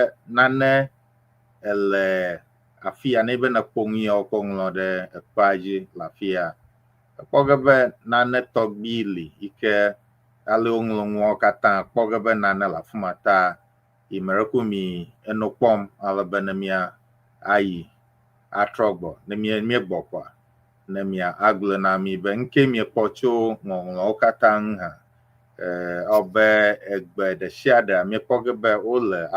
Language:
Ewe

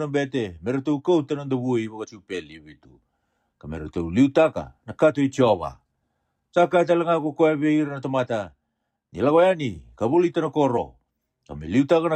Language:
Fijian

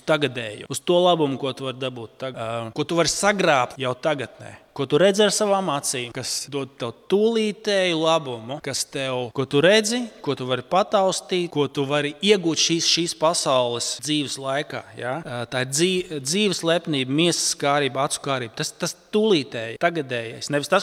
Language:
Latvian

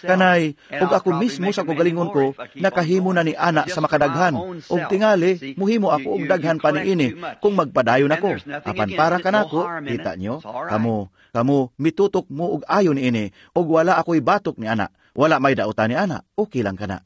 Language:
Cebuano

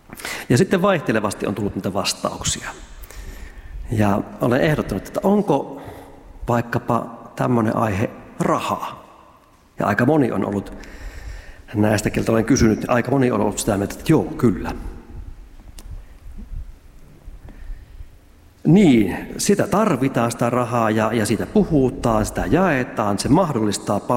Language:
Finnish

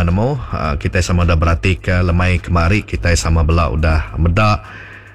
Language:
Iban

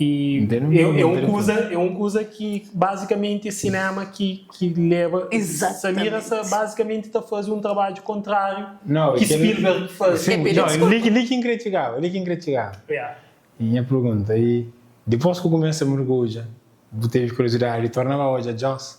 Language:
Kabuverdianu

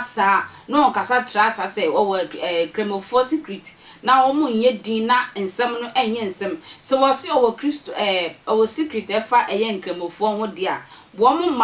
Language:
Akan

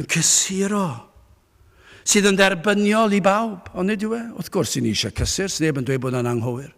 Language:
Welsh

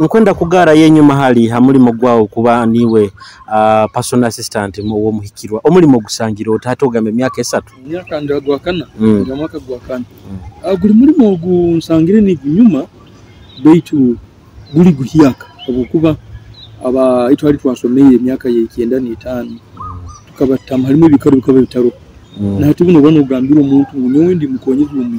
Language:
Nyoro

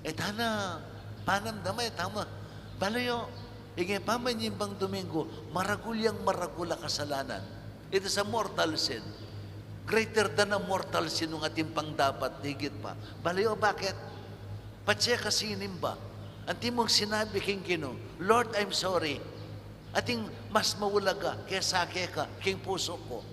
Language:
Pampanga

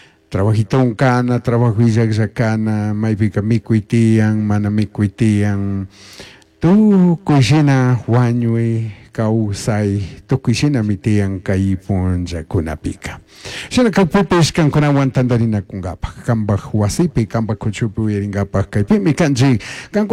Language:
Chimborazo Highland Quichua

